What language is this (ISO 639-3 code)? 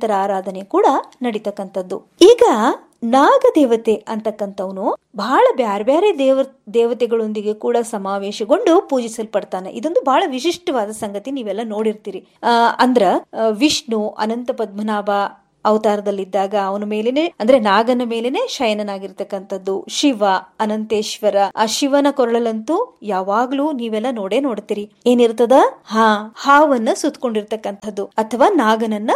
kan